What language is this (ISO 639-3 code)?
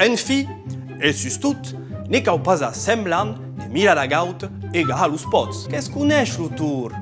oci